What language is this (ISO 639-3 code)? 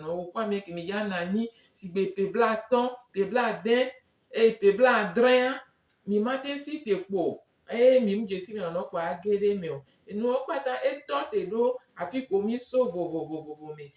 gej